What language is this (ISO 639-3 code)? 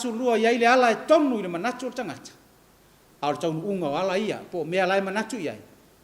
smo